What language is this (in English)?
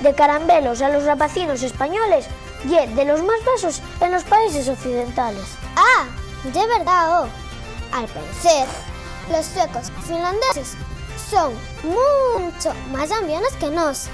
Asturian